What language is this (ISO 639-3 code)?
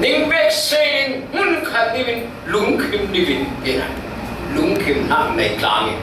cfm